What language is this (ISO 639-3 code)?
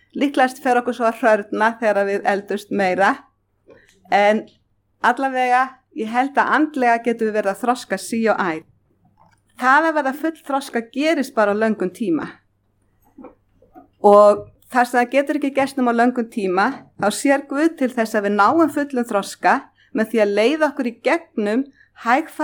isl